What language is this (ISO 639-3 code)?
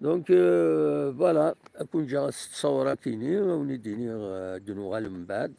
kab